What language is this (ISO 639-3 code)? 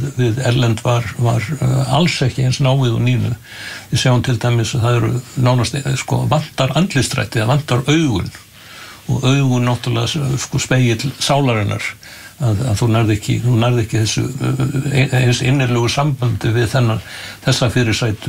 isl